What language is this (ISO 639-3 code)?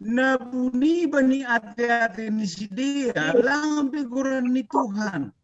bts